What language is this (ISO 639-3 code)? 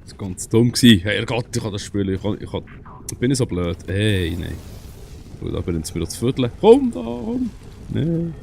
gsw